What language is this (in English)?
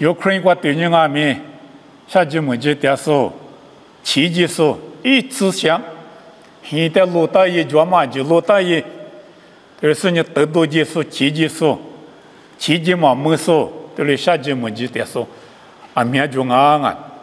Lisu